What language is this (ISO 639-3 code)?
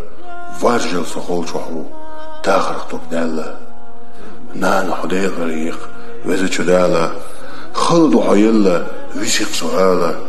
che